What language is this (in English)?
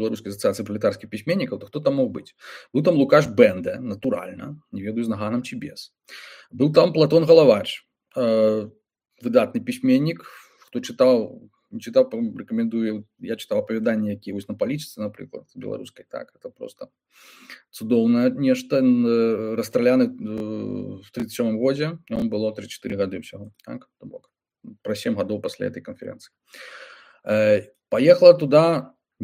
Belarusian